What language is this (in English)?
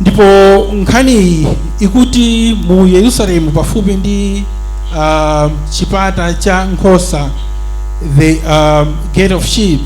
Nyanja